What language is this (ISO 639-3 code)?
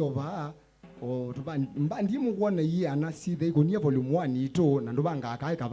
kam